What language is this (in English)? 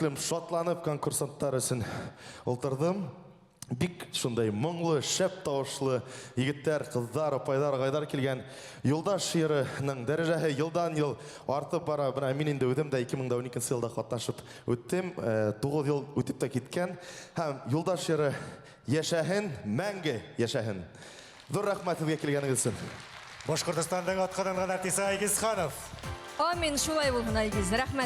Bashkir